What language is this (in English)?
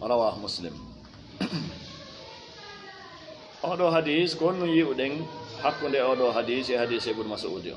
Fula